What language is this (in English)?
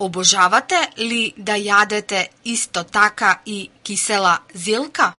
Macedonian